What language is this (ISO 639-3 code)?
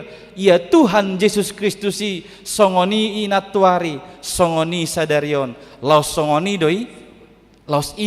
bbc